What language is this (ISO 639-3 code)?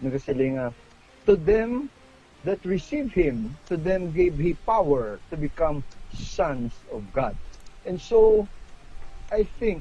hil